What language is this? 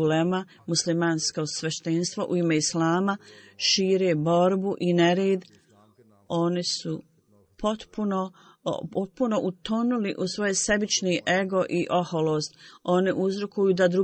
Bosnian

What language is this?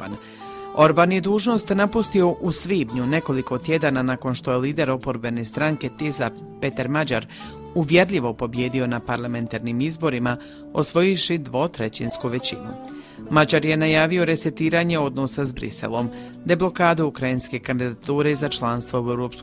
Croatian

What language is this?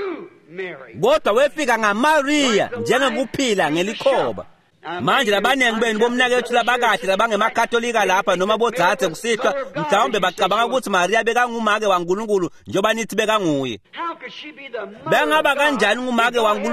Swati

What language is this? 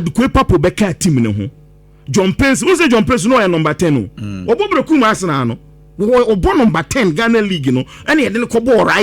Akan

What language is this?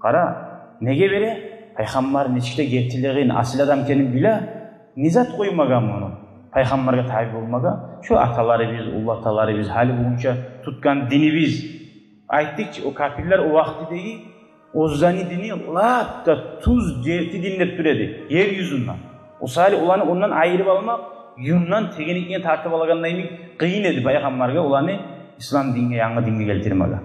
Kumyk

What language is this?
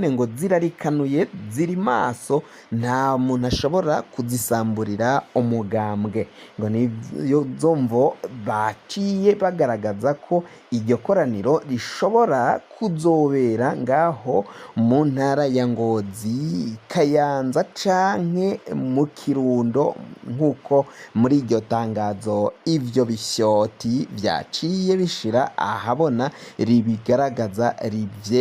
Rundi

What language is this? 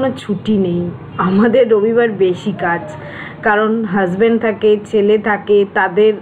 Bangla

